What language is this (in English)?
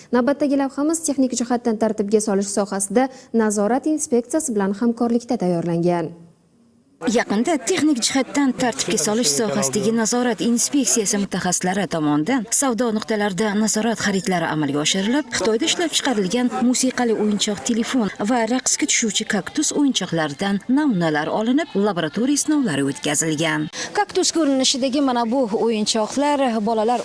Uzbek